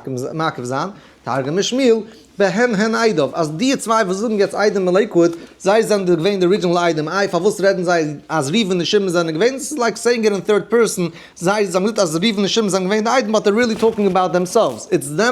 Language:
Yiddish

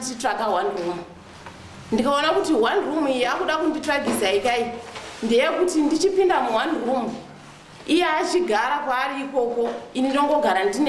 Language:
Shona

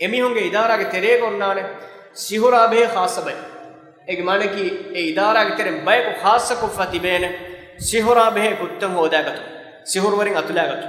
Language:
Divehi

